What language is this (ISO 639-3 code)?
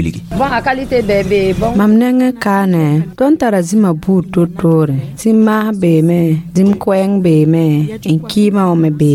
mos